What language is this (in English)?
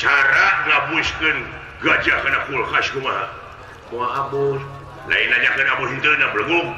Sundanese